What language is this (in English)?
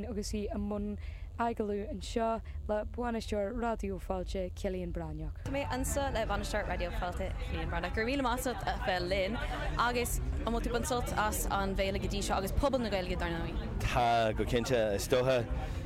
Irish